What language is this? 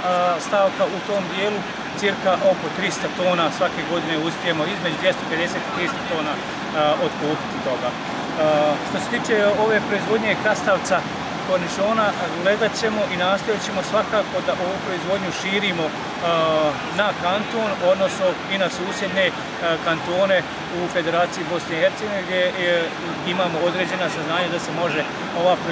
Bosnian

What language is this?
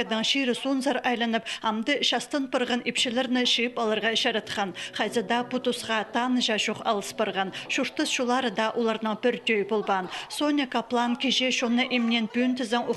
Khakas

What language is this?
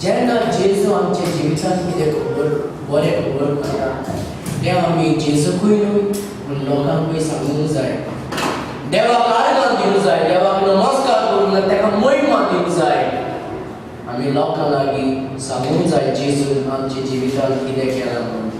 Konkani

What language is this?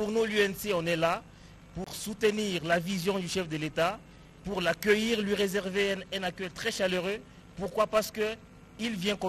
French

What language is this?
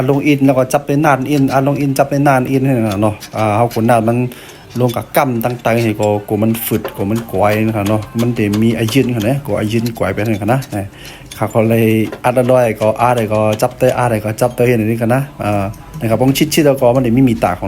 Shan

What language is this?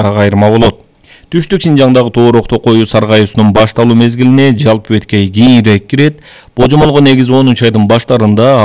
Kyrgyz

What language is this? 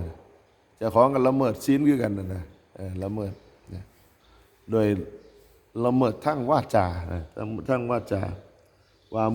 Northeastern Thai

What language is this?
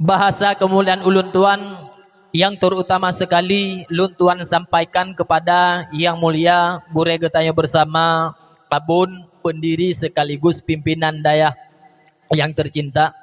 Achinese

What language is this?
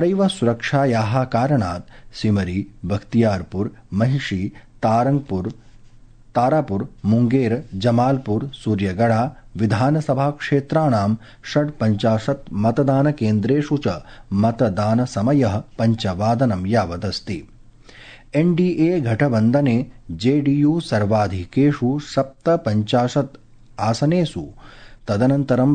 Sanskrit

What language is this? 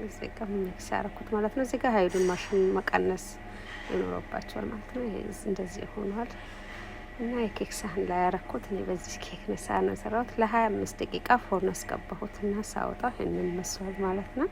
Amharic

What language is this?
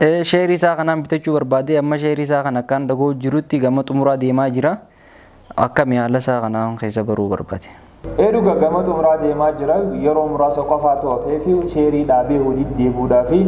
Oromo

